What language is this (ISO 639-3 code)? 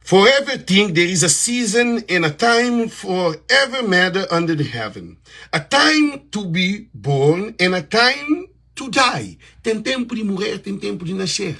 kea